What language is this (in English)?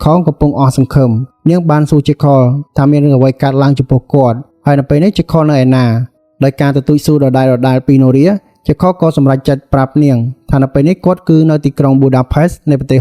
Khmer